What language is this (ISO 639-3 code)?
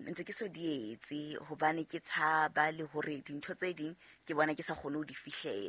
sot